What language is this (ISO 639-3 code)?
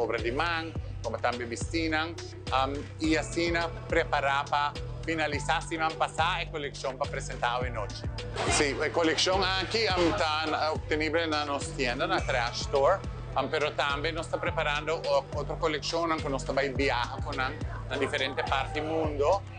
pap